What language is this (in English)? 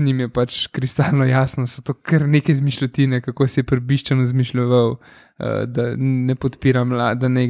Slovenian